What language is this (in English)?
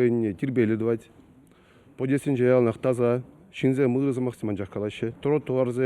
Chuvash